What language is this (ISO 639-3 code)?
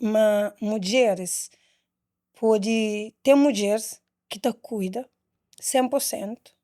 kea